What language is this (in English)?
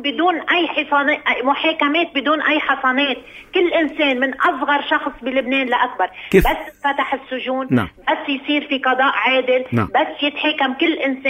North Levantine Arabic